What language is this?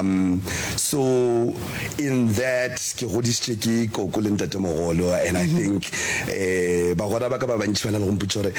Northern Sotho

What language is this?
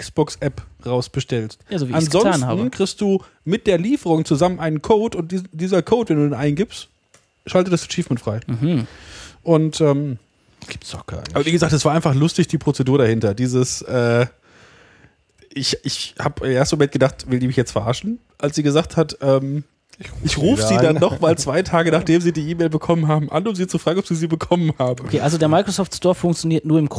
German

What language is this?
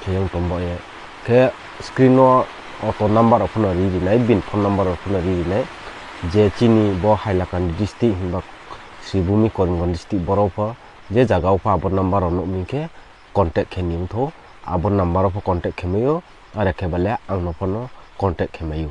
Riang (India)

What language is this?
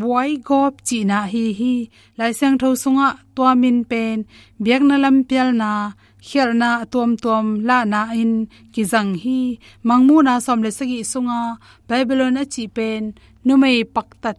Tedim Chin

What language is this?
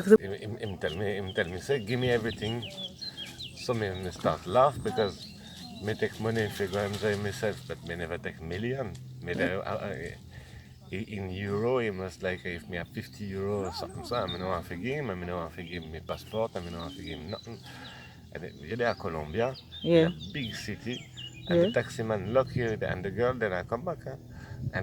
Jamaican Creole English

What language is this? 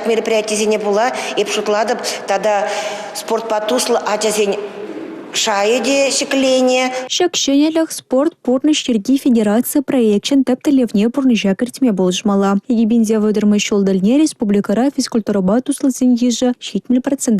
Chuvash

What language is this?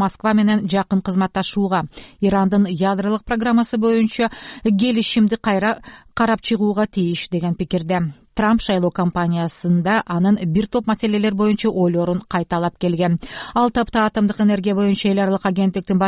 Kyrgyz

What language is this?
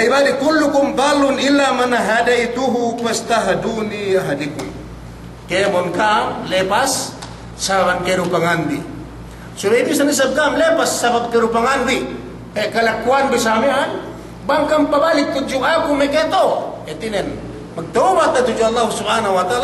Yakan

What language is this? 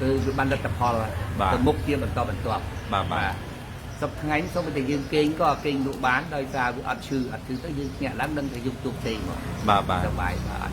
Khmer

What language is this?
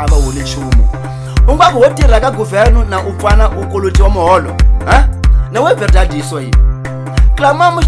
Tsonga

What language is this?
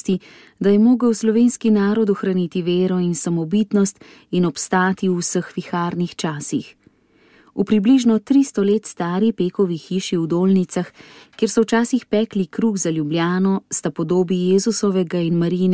Slovenian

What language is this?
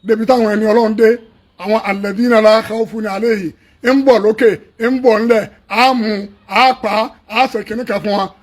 Yoruba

